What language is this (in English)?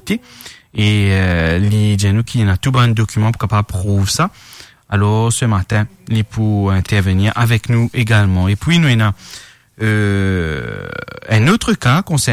Morisyen